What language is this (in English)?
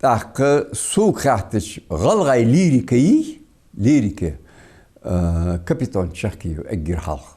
Ingush